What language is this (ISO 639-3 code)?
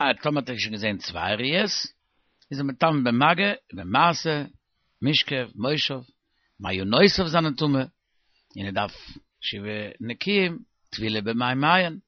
yid